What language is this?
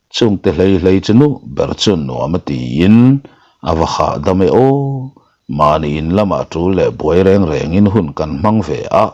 Mizo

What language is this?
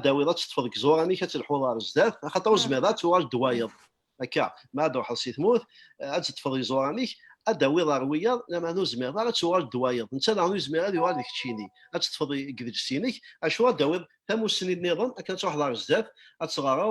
Kabyle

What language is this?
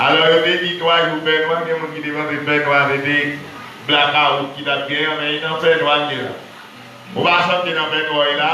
Haitian Creole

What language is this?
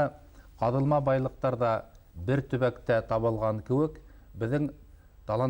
Bashkir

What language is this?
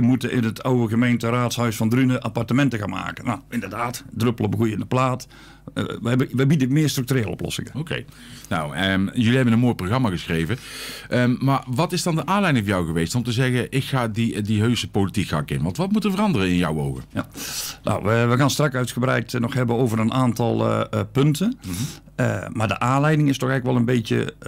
Dutch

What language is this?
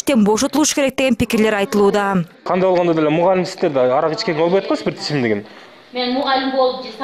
Kyrgyz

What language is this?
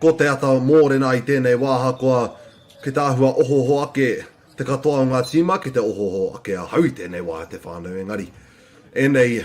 Māori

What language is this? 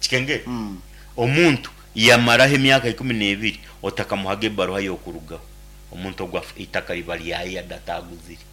Nyankole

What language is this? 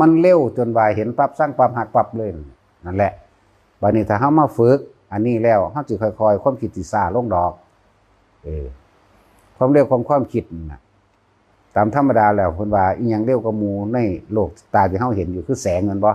Lao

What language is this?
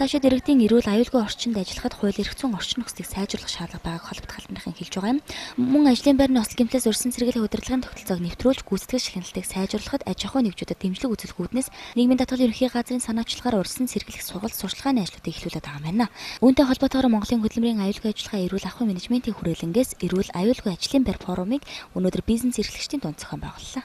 Mongolian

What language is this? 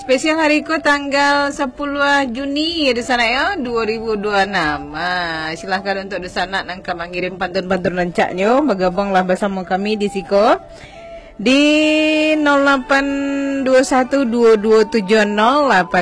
Minangkabau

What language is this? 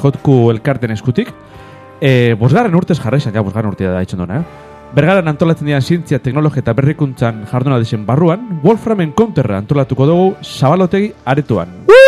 Basque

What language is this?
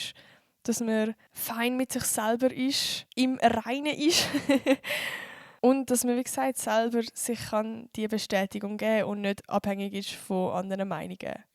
Swiss German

